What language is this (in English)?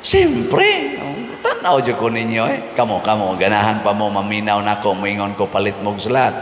Cebuano